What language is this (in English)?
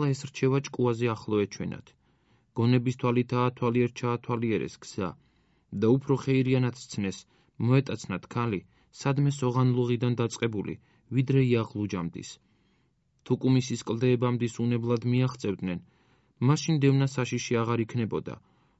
Georgian